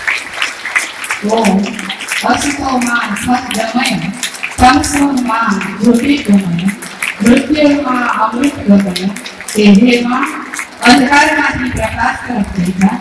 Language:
Gujarati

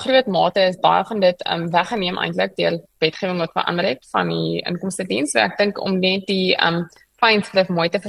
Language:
Afrikaans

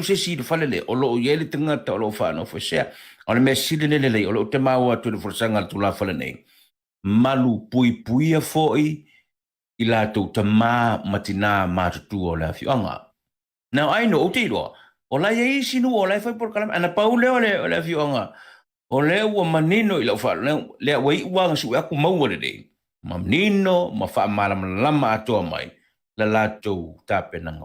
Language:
Samoan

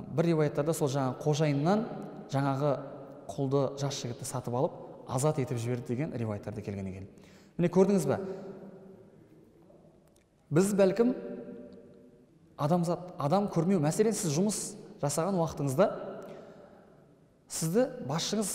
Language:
Kazakh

